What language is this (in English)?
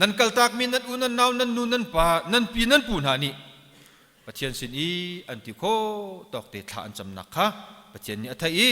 Hakha Chin